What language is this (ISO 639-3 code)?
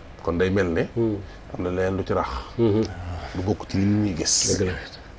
wol